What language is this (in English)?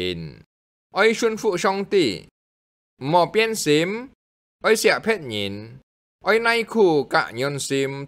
Hakka Chinese